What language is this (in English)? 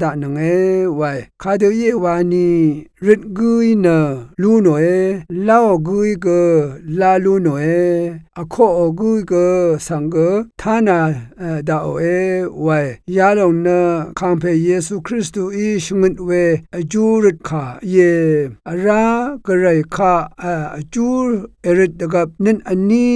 Rawang